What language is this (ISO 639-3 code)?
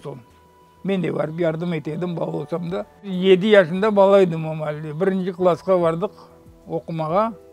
crh